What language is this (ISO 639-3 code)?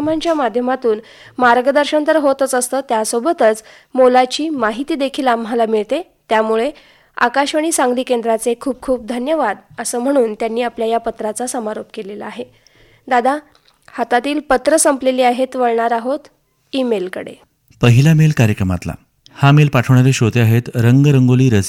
mar